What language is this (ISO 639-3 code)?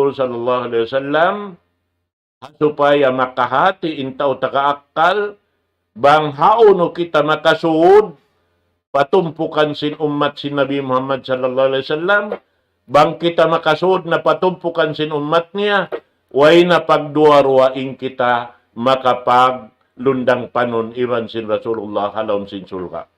tsg